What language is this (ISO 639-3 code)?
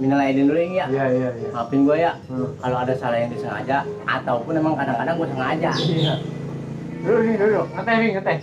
bew